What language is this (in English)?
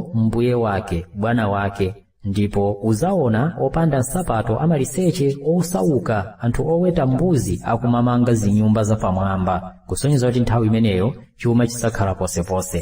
Nyanja